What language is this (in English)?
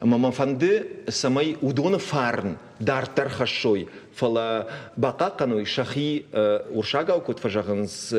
Ossetic